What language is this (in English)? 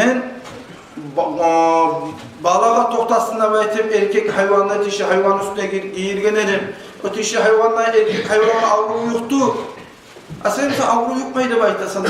Kumyk